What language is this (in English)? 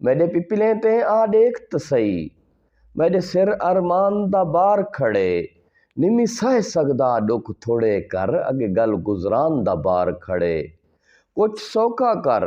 Saraiki